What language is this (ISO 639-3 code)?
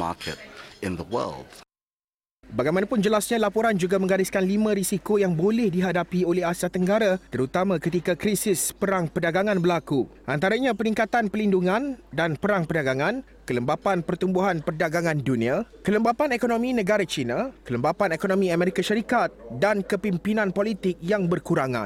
msa